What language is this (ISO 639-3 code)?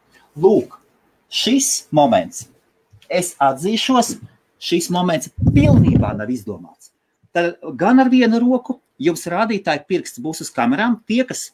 lav